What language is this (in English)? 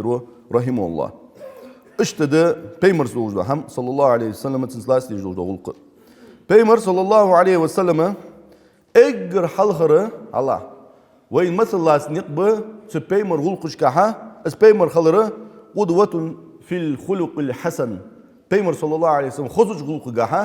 Ingush